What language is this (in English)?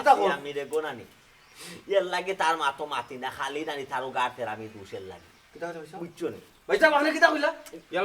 Sylheti